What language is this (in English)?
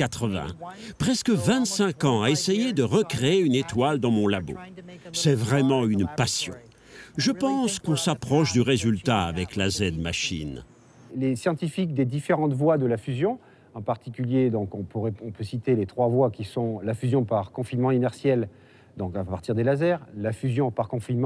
French